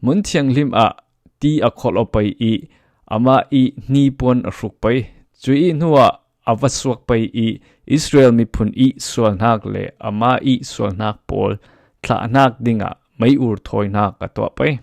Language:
Falam Chin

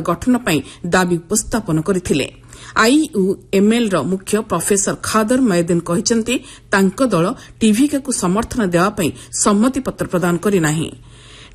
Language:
Odia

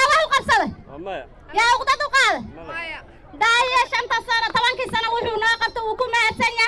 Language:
Somali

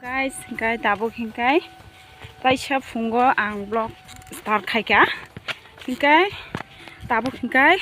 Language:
Kok Borok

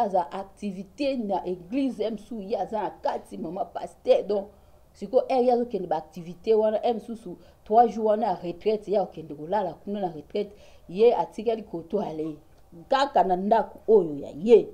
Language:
Lingala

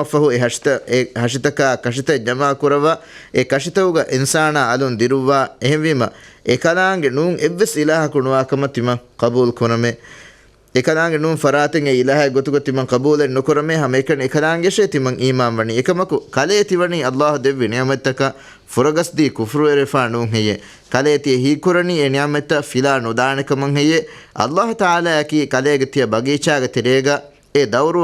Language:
Divehi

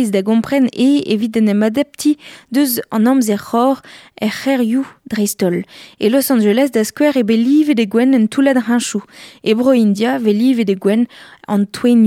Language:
Breton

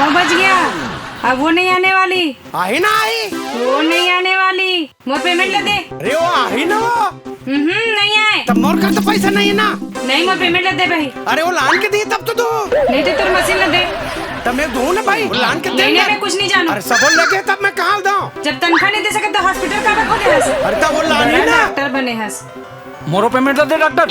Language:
Chhattisgarhi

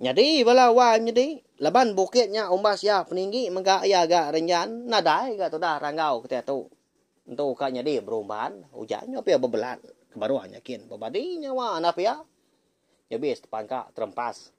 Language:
Iban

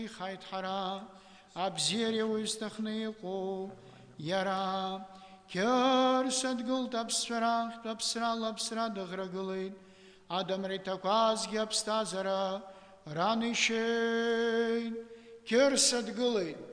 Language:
Abkhazian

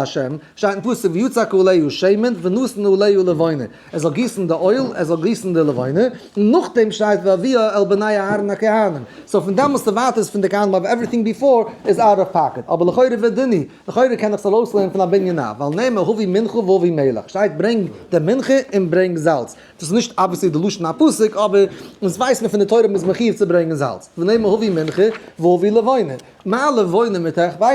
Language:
Yiddish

